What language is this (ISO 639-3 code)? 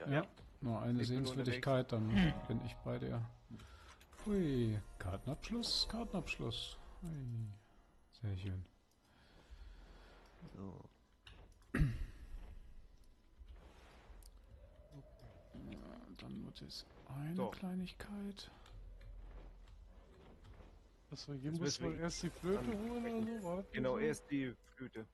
deu